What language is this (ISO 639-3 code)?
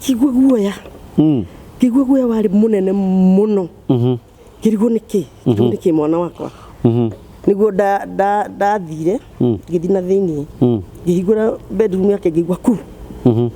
kik